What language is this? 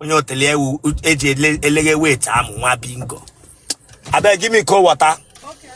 Igbo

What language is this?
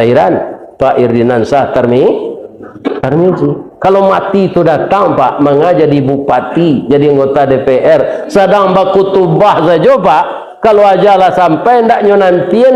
Minangkabau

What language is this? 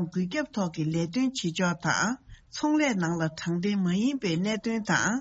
Tibetan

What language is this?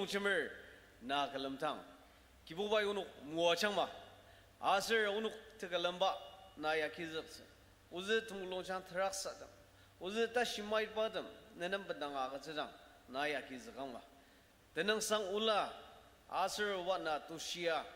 Ao Naga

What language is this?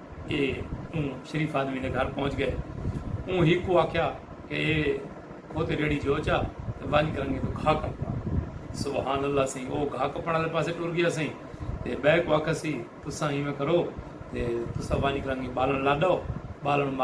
Saraiki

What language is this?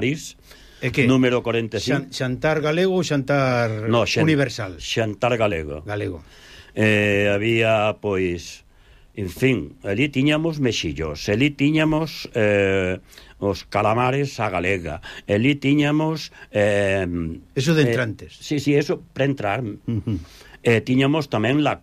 Galician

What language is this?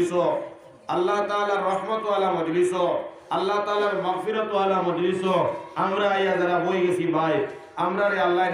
Sylheti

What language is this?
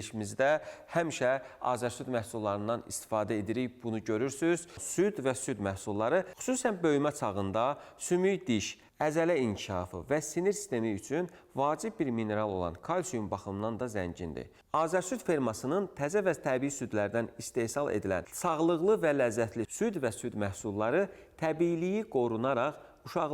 Azerbaijani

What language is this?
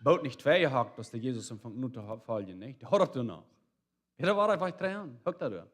Plautdietsch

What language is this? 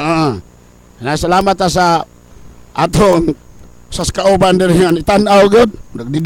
Cebuano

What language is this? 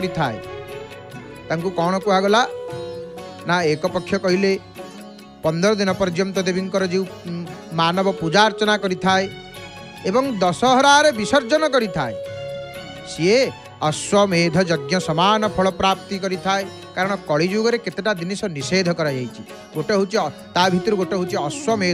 Odia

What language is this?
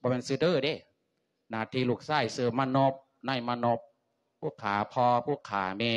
Lao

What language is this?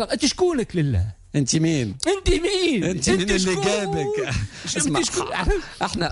Tunisian Arabic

